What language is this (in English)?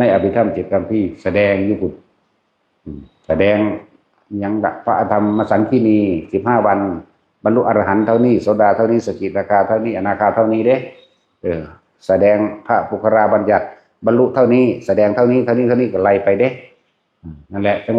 Northeastern Thai